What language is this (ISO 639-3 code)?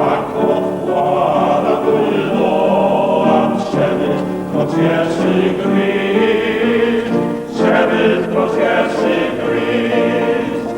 cym